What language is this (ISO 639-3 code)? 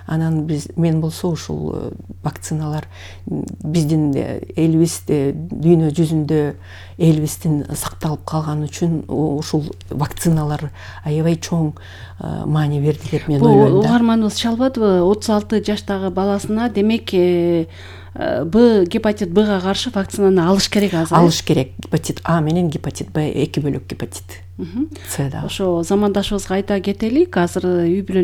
kir